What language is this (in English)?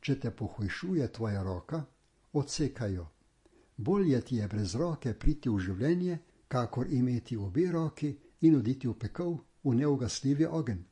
Slovenian